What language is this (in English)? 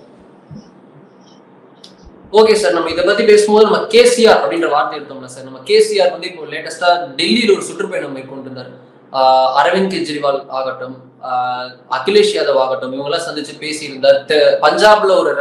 Tamil